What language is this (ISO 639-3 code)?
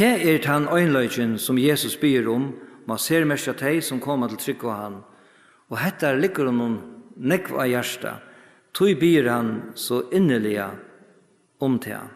fao